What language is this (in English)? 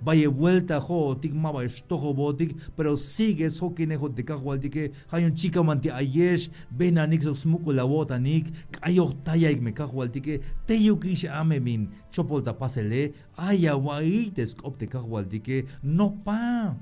Tzeltal